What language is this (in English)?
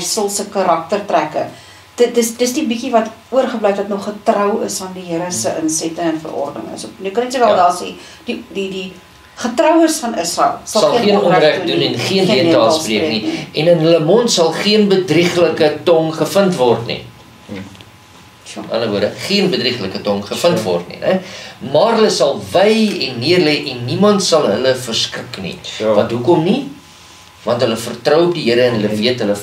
Afrikaans